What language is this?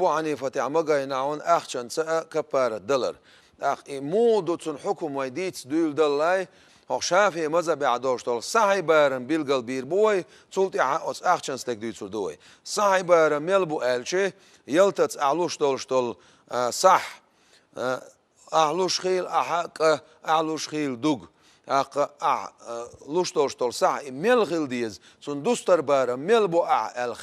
Chechen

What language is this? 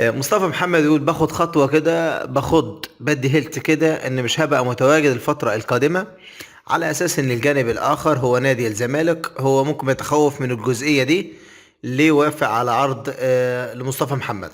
Egyptian Arabic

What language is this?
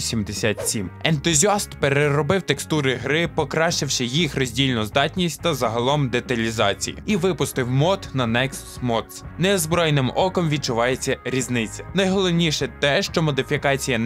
Ukrainian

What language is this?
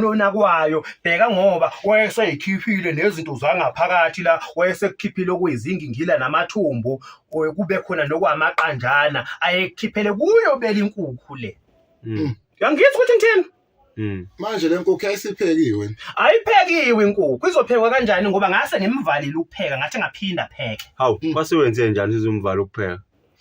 Zulu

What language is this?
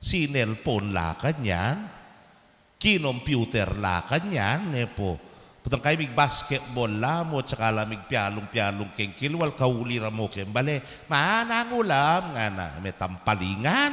Pampanga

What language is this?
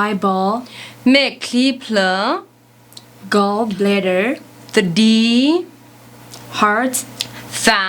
S'gaw Karen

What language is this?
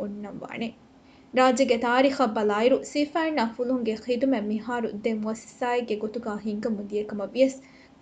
Divehi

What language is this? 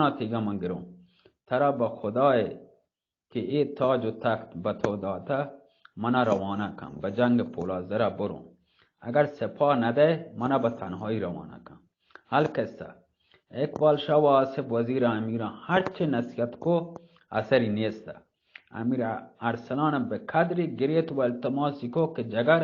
Eastern Balochi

